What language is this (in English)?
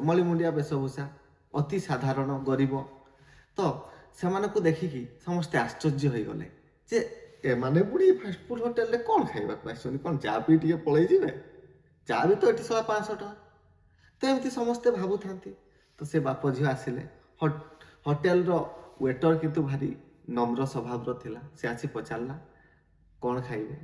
Odia